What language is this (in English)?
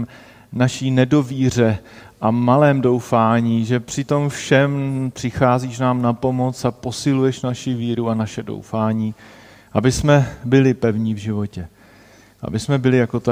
Czech